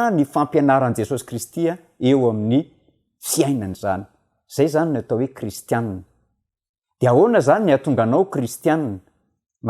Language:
Malagasy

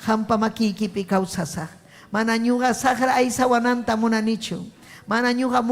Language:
Ayacucho Quechua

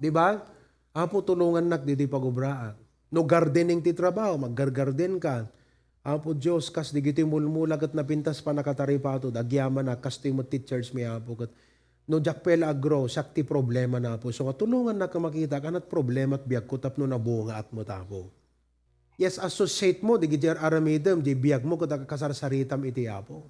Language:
Iloko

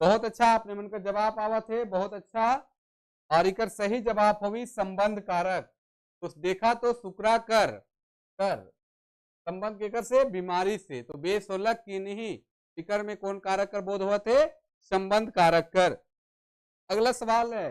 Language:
Sadri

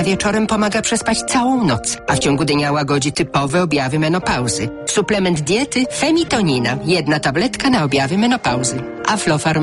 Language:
Polish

